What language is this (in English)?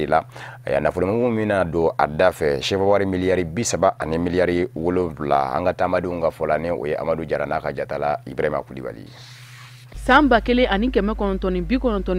Bambara